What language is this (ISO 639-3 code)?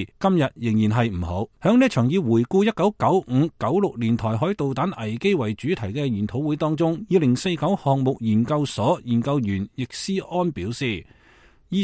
yue